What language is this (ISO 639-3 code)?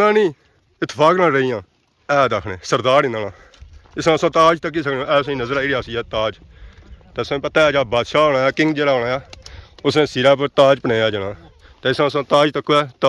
phr